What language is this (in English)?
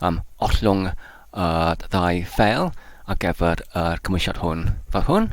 Welsh